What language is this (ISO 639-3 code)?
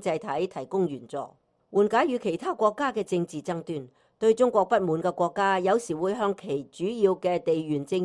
yue